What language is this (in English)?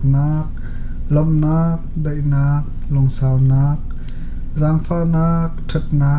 Hakha Chin